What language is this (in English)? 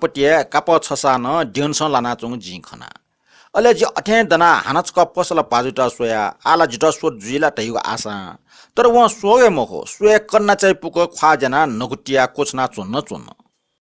Newari